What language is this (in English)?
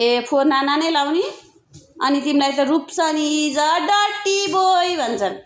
Nepali